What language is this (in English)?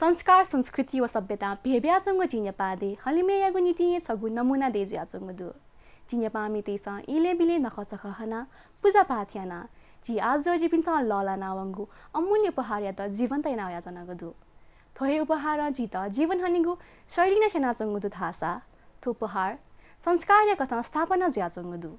Newari